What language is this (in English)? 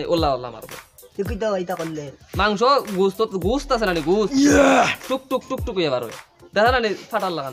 Sylheti